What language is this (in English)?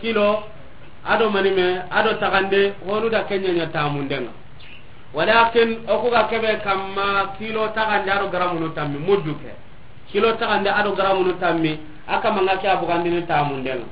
Soninke